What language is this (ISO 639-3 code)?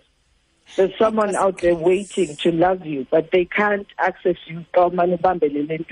xho